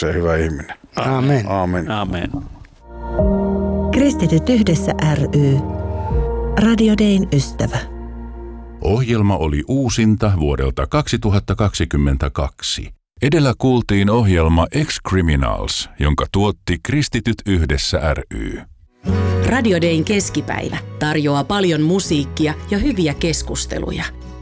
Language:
Finnish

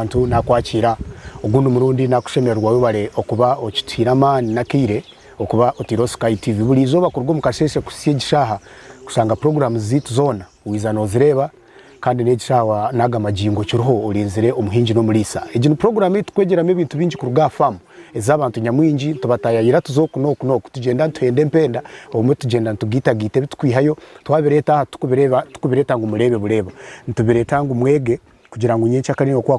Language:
Nyankole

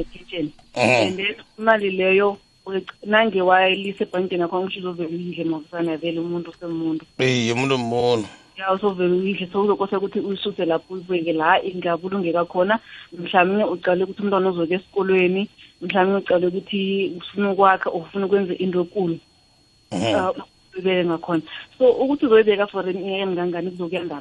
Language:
South Ndebele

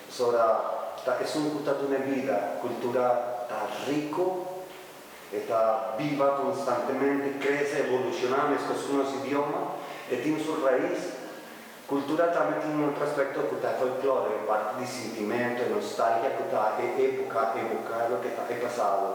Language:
Papiamento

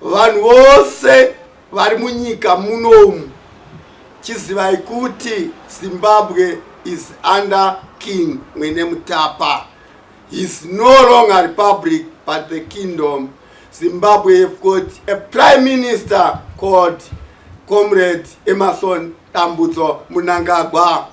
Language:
Shona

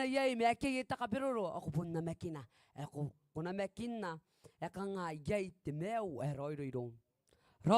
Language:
Gilbertese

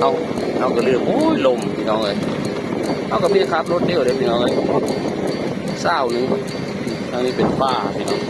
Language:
Northeastern Thai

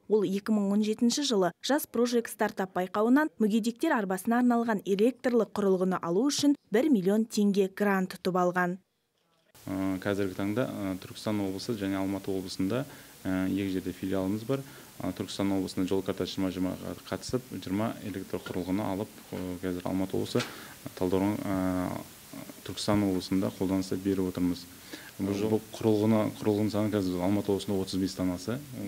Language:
Kazakh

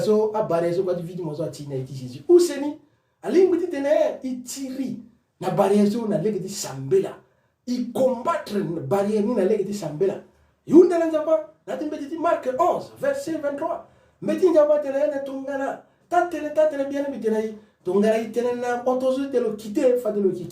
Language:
Sango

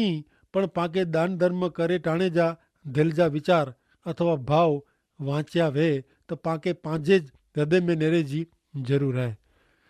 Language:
Kachhi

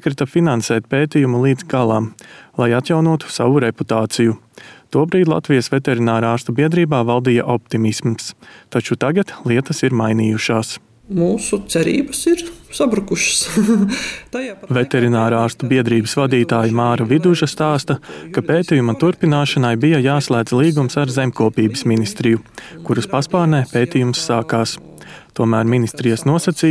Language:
Latvian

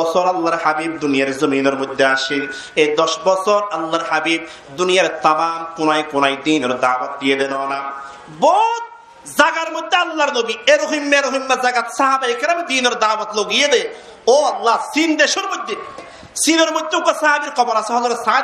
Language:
Rohingya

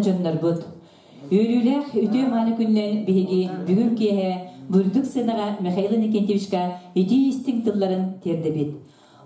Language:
Yakut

